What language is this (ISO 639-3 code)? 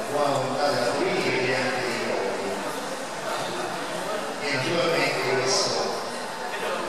ita